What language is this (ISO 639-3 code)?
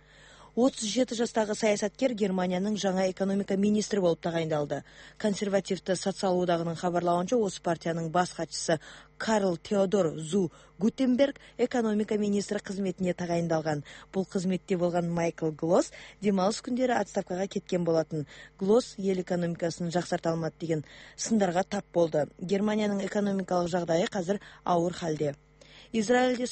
kaz